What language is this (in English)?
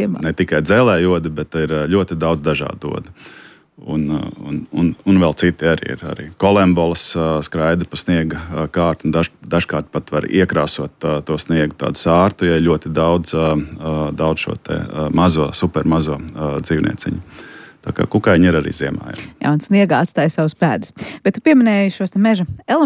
Latvian